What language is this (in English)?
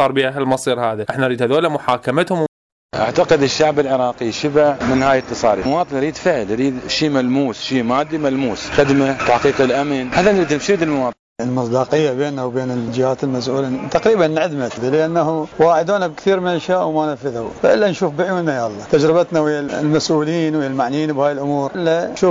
Mesopotamian Arabic